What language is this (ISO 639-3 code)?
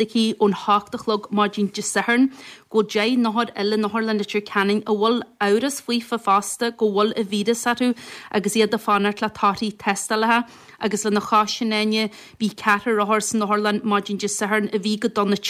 gle